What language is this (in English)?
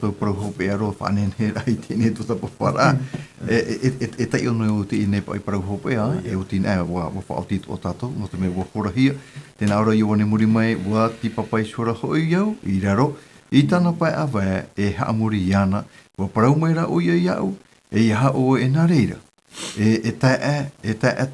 Tahitian